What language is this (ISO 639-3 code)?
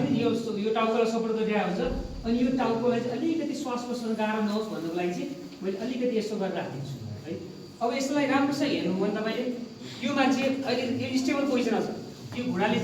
nep